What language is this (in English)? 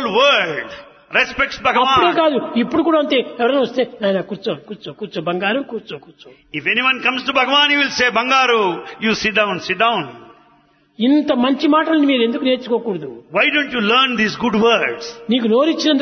Telugu